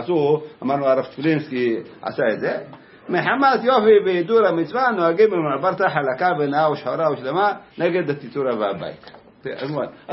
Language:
Hebrew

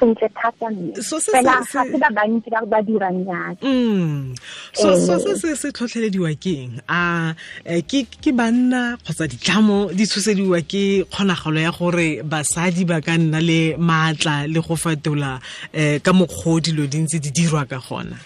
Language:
Tswana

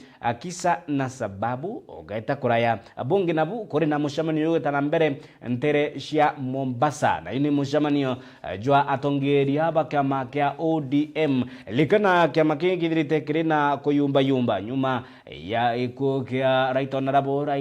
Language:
Meru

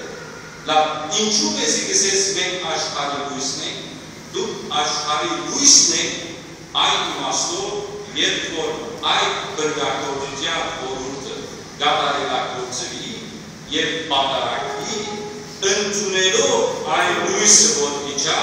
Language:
Western Armenian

